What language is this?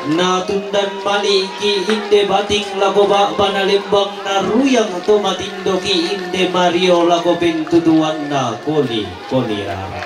Toraja-Sa'dan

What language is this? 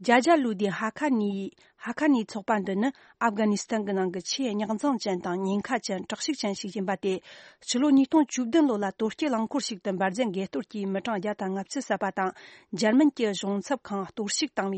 Tibetan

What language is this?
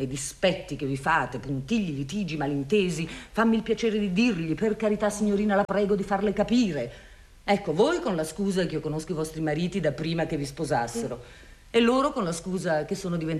Italian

